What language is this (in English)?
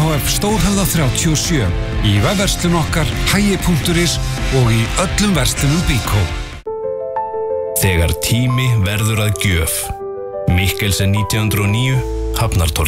Icelandic